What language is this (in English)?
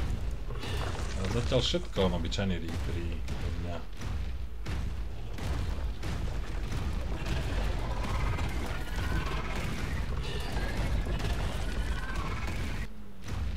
Slovak